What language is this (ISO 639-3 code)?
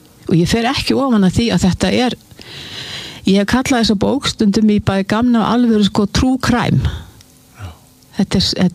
isl